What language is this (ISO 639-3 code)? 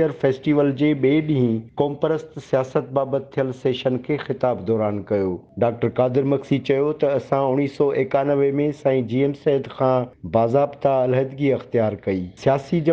snd